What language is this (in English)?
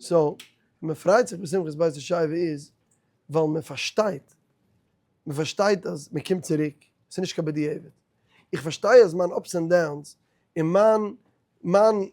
Yiddish